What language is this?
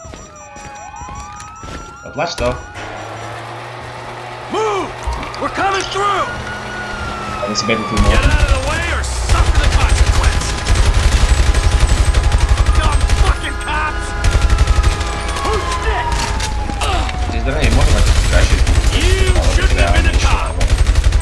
Slovak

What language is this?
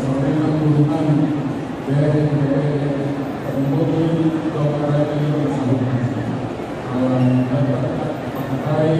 Batak Toba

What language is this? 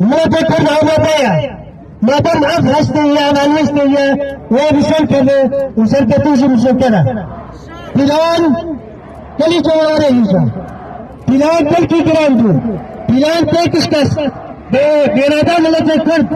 Kurdish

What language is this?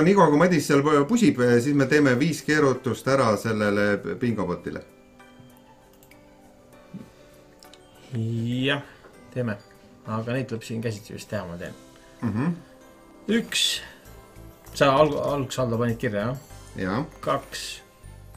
Estonian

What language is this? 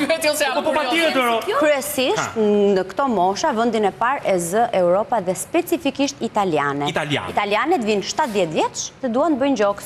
Albanian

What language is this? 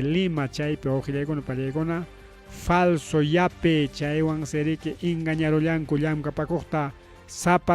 Ayacucho Quechua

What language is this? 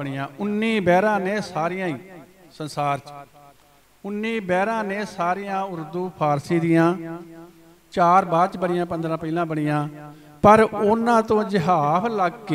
Punjabi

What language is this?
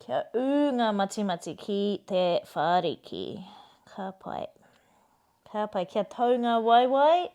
Māori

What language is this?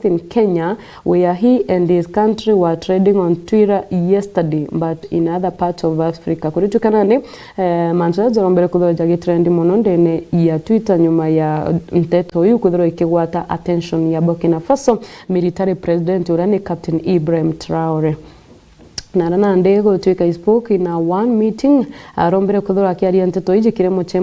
Meru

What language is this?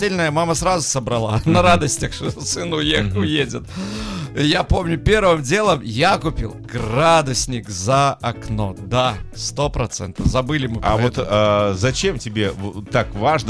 Russian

